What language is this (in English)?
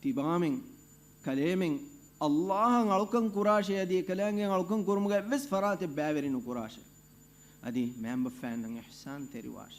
Divehi